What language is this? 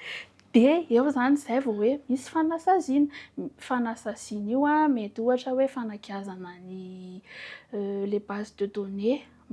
Malagasy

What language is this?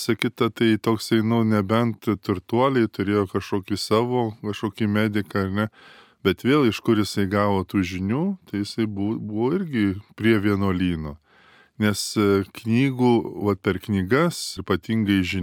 Lithuanian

